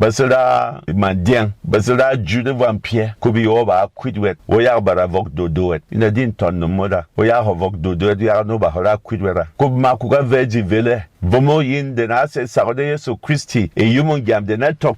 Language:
Berom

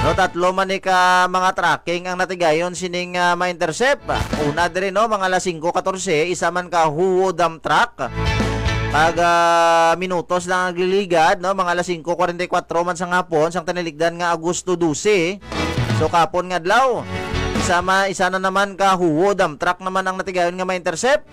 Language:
Hiligaynon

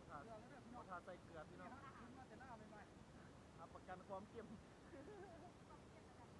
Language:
Lao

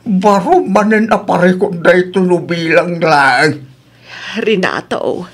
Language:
Iloko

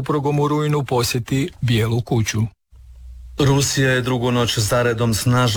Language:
Croatian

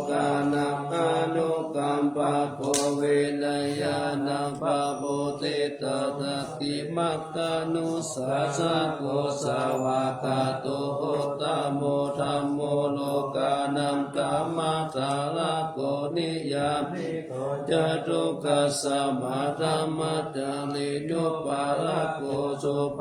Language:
Pali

